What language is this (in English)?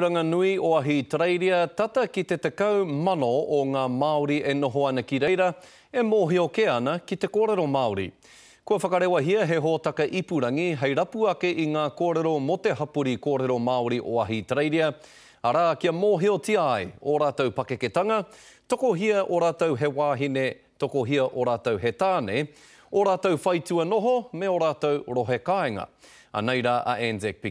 Māori